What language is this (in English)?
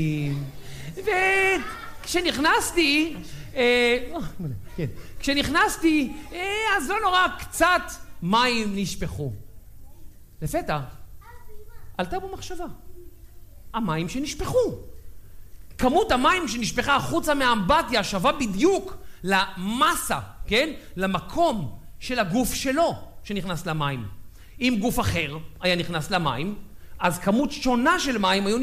Hebrew